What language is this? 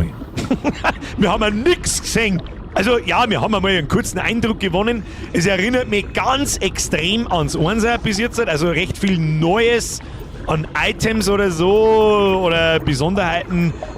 Bavarian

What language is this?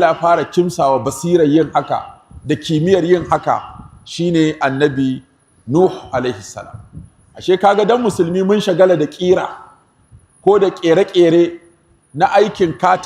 Hausa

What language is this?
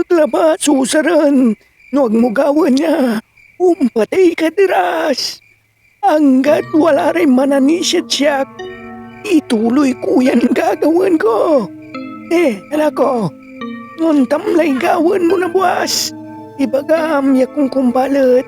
Pangasinan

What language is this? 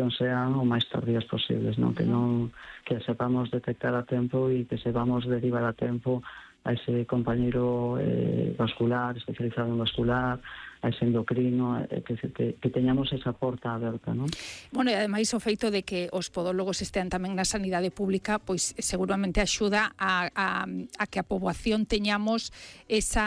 Galician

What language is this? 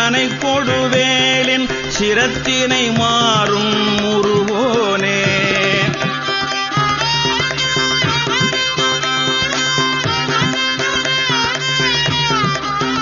Tamil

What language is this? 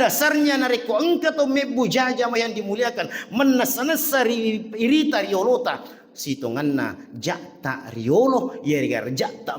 Buginese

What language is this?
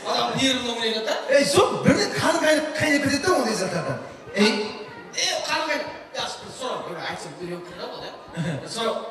Kara-Kalpak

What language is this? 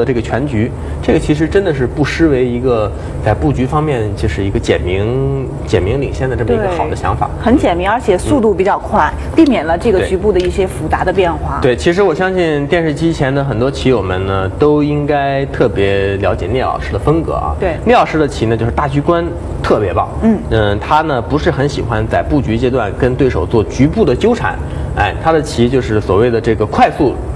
Chinese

